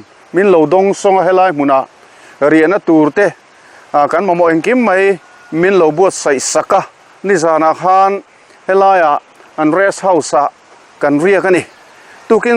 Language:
Mizo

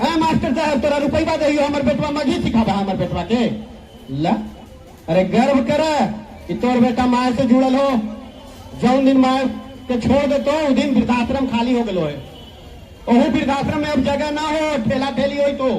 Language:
Magahi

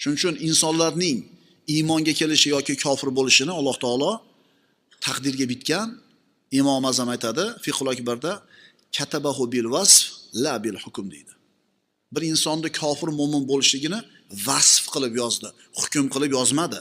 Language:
Uzbek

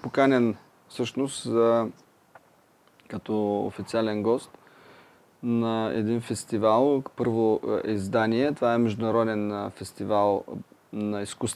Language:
Bulgarian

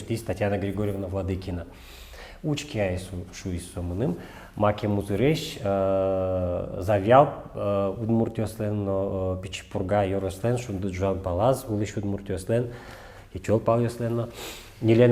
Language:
Udmurt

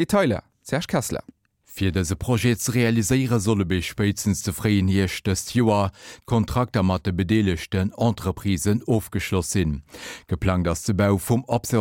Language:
Luxembourgish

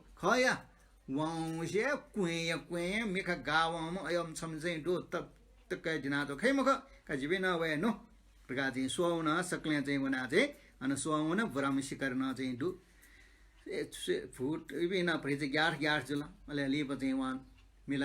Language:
Newari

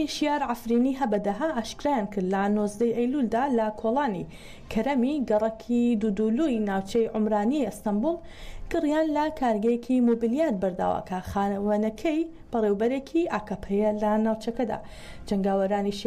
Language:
Central Kurdish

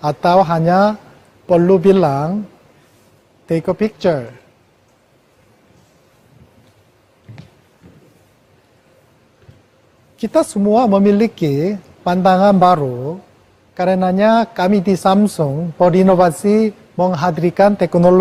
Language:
Indonesian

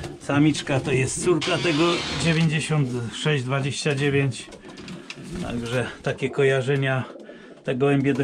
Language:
Polish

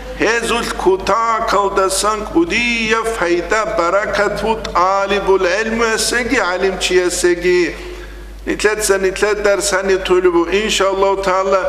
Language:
Avaric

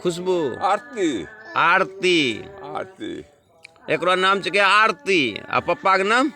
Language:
Angika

